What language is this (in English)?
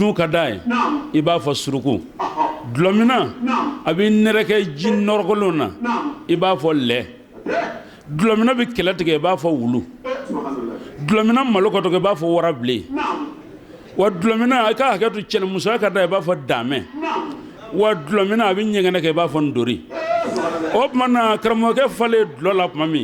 Bambara